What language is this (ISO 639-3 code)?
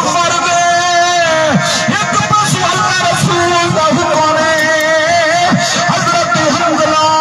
skr